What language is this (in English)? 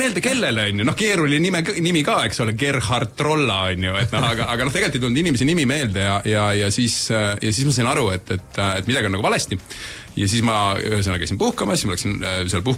Estonian